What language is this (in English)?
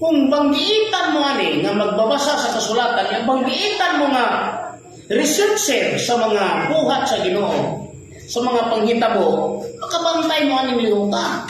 Cebuano